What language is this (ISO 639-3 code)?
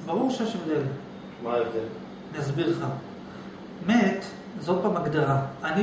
heb